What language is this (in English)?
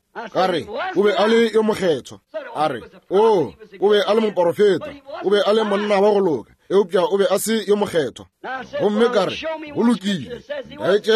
Northern Sotho